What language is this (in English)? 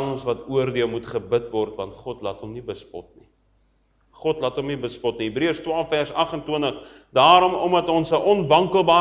Afrikaans